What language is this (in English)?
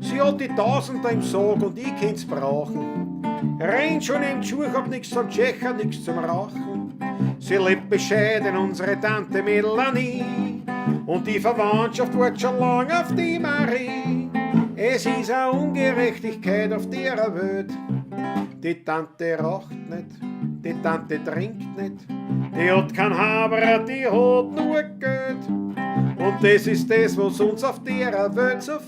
Bavarian